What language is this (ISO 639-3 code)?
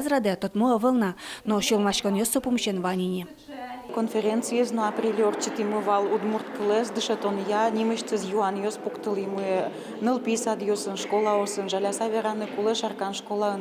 udm